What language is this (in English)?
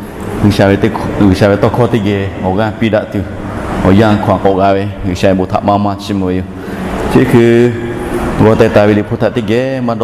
Lahu